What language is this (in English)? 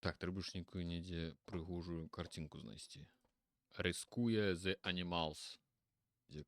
Belarusian